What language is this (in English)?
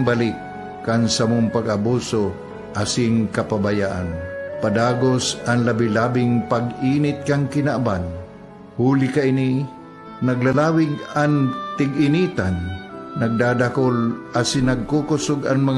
Bikol